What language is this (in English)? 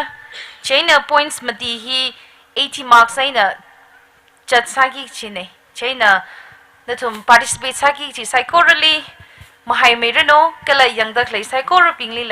Tangkhul Naga (India)